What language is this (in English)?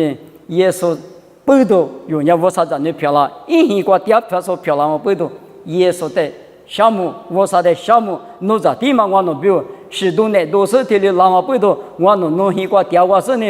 Lisu